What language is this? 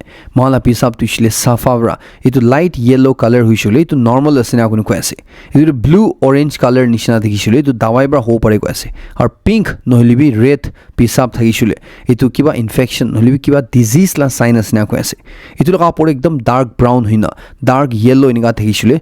Naga Pidgin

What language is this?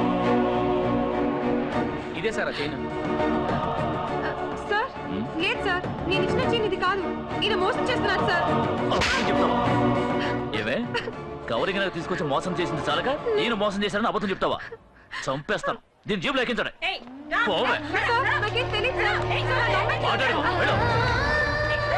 Telugu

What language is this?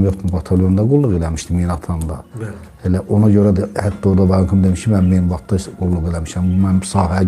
Azerbaijani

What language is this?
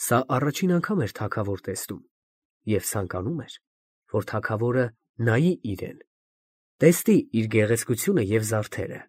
Armenian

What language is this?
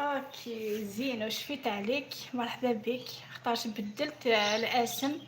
Algerian Arabic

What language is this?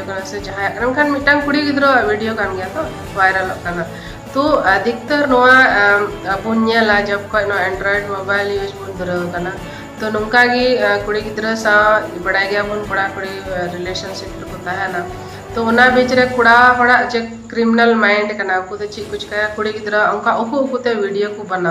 Santali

